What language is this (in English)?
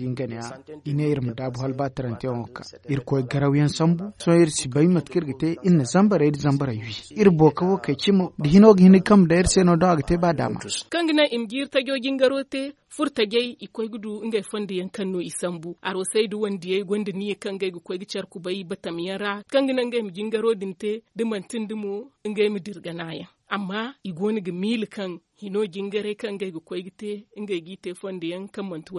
Zarma